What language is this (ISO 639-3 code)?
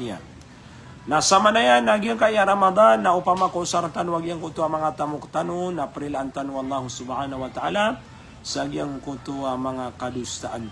mrw